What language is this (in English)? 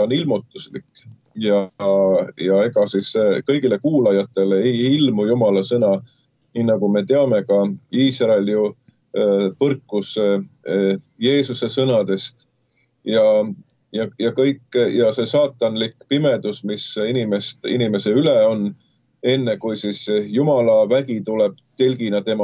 Estonian